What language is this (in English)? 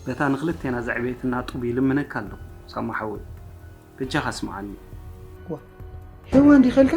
Tigrinya